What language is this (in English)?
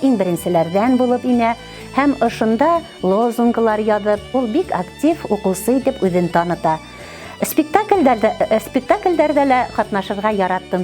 Bashkir